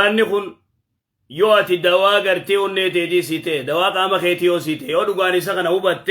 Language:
Oromo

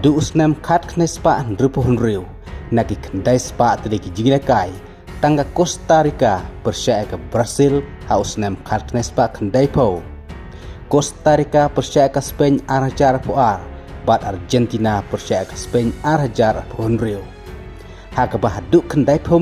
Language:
Khasi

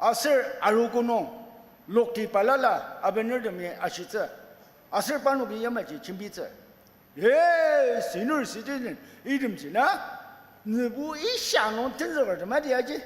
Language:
Ao Naga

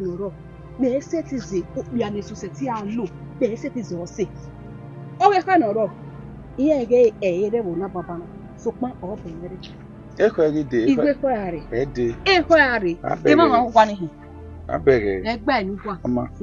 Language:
Bini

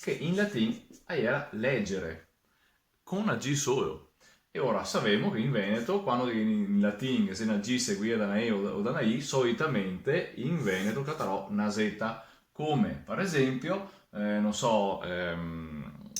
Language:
Venetian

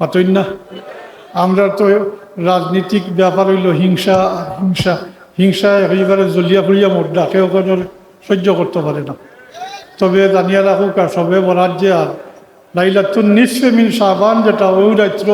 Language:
Sylheti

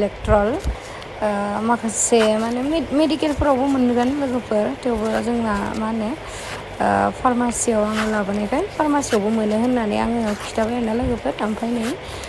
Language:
Bodo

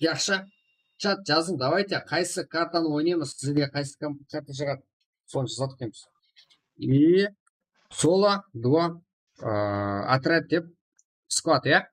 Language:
Kara-Kalpak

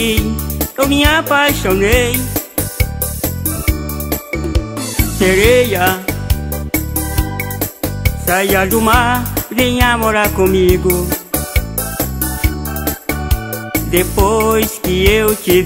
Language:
Portuguese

